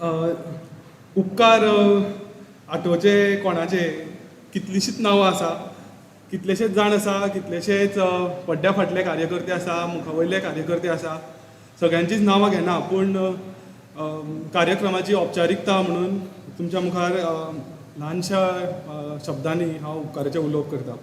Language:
Konkani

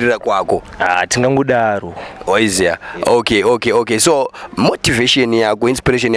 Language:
Shona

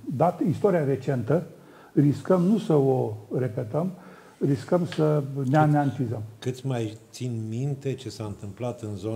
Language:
Romanian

